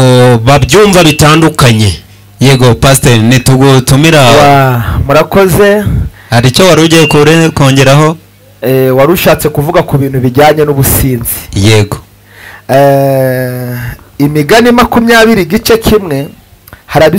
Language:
Kinyarwanda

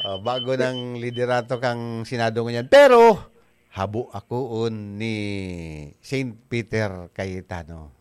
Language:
Bikol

